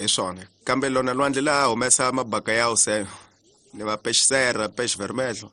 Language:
Tsonga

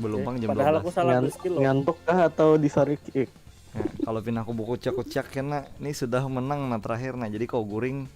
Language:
Banjar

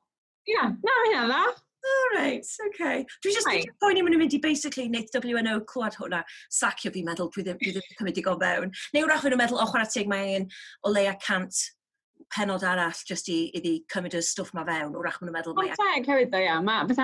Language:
Welsh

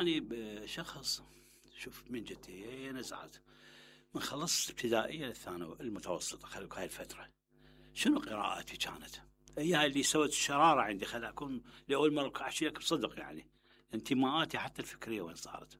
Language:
Mesopotamian Arabic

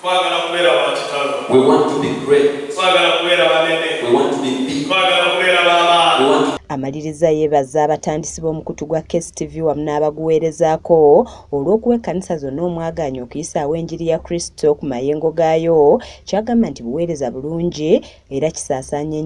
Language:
Ganda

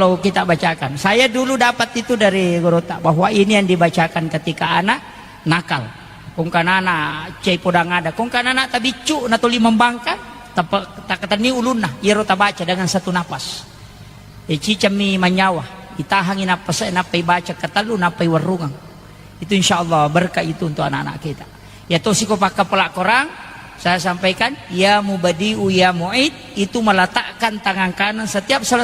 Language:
Buginese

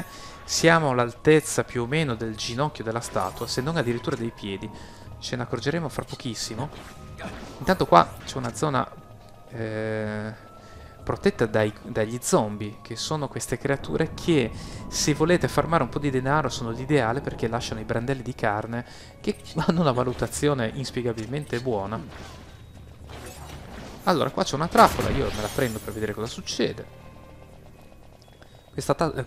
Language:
Italian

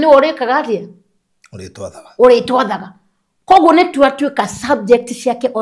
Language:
Kikuyu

